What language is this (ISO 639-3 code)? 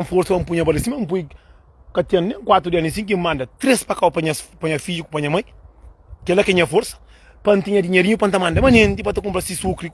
kea